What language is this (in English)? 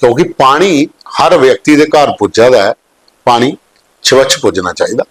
Dogri